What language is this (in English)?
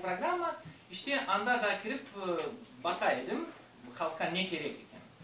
Crimean Tatar